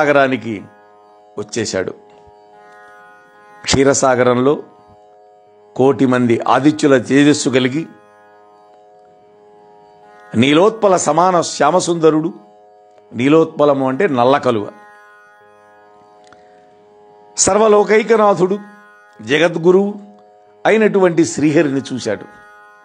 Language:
Telugu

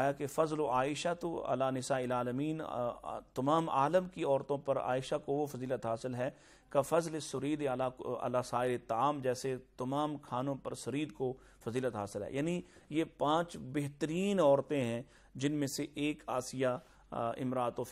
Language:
Urdu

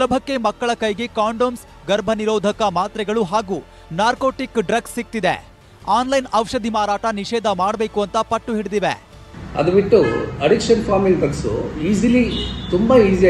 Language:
Kannada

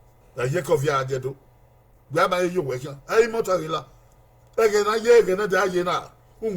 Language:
Bini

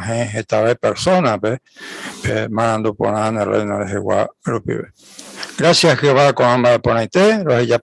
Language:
Guarani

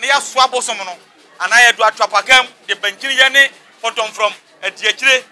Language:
Akan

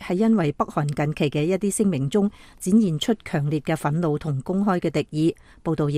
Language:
Cantonese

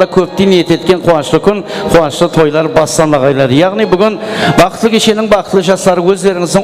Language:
Kara-Kalpak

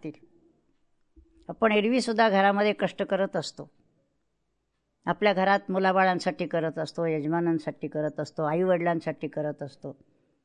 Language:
Marathi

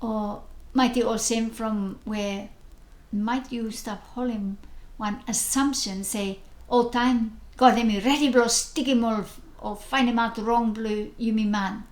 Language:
Bislama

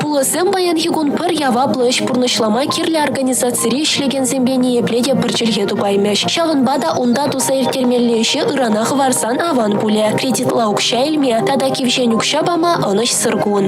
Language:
Chuvash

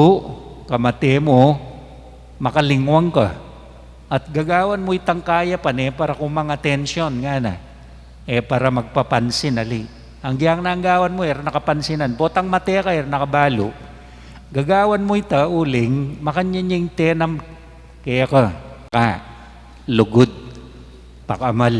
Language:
Pampanga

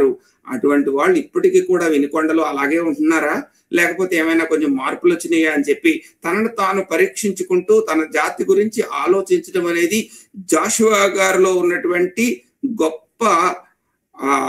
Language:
Telugu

